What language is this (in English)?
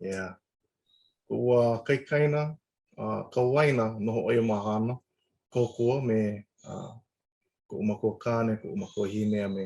Hawaiian